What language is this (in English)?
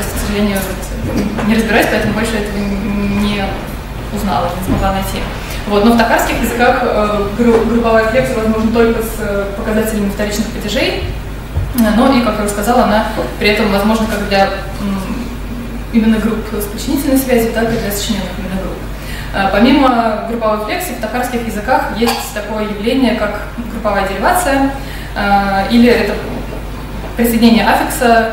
Russian